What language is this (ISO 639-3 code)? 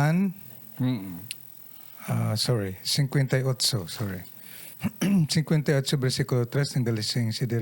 hil